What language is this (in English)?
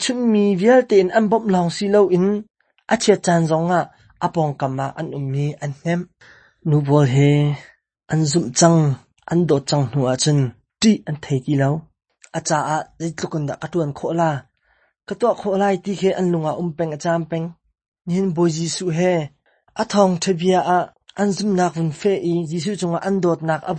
Hakha Chin